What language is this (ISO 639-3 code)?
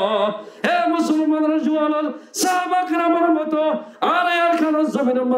rhg